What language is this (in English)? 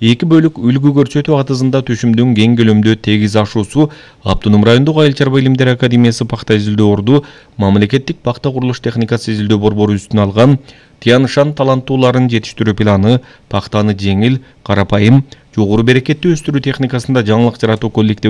Kyrgyz